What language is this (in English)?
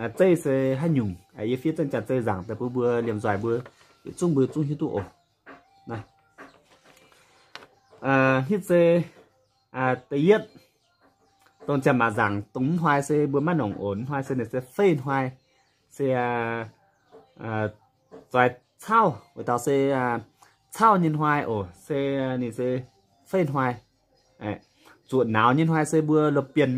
Vietnamese